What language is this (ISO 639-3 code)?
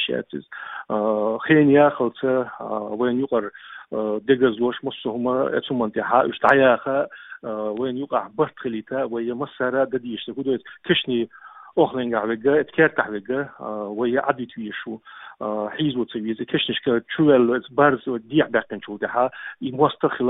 che